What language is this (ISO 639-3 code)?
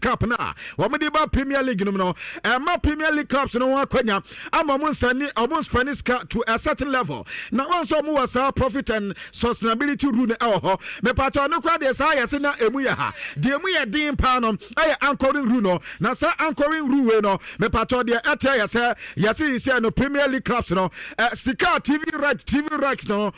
aka